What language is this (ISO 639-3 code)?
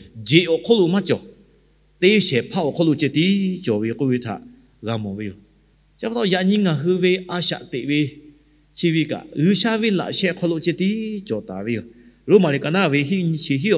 lhu